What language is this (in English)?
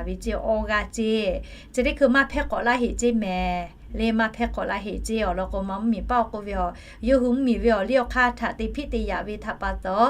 Lahu